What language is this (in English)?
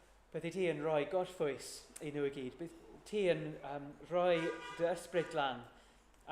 Welsh